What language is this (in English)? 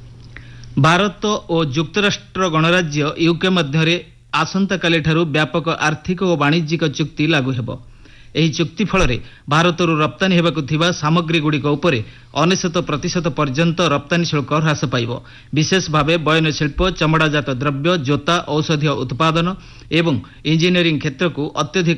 Odia